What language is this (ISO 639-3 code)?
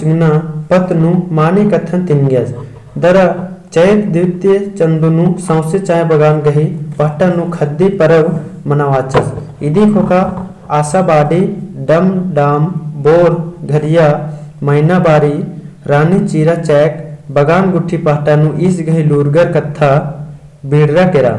kru